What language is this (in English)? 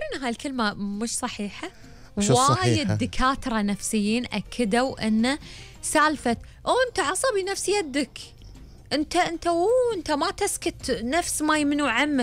Gulf Arabic